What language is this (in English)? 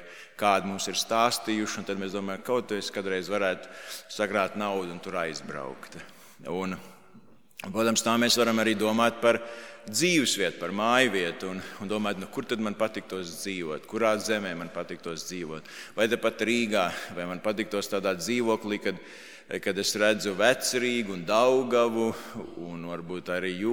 Latvian